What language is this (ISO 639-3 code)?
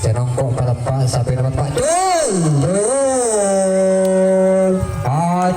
mad